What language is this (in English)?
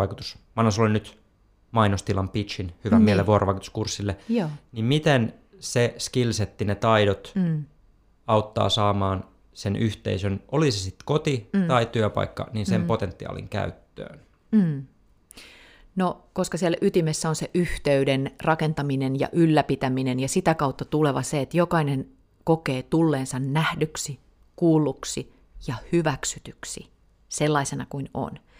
Finnish